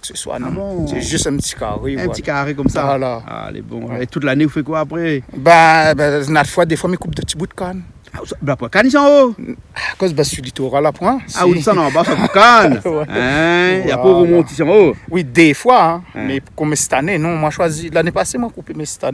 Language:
Réunion Creole French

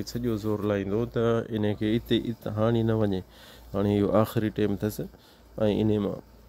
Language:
Sindhi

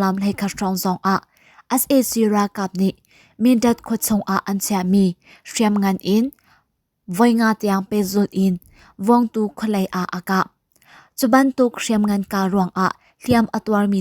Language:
Hakha Chin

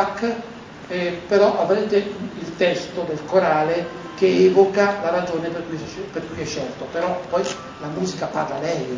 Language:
Italian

